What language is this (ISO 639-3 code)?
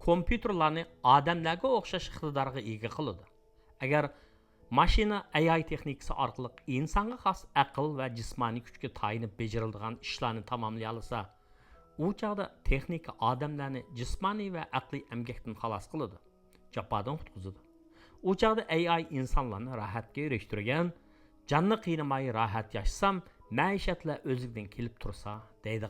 uig